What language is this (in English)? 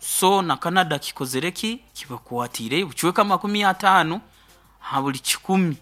Nyoro